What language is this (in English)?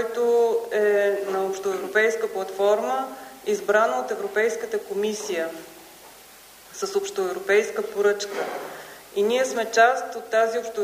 Bulgarian